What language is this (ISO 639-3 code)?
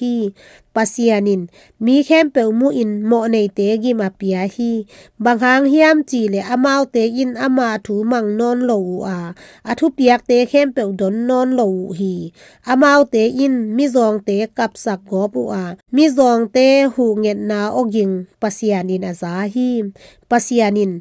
ctd